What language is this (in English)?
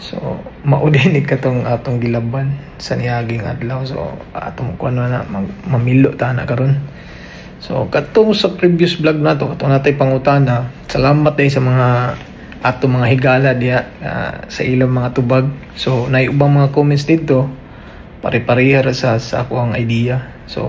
Cebuano